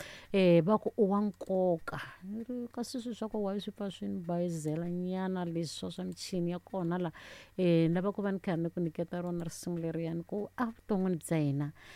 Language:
Tsonga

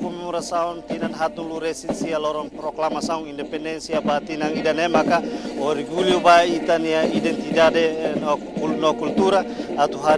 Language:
Tetum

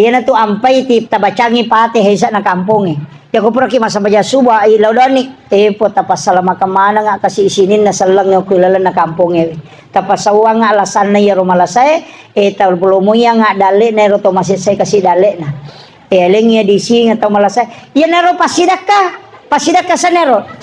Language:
Buginese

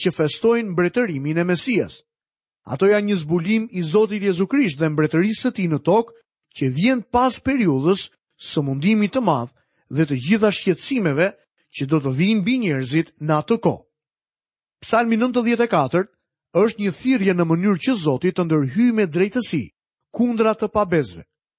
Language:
Albanian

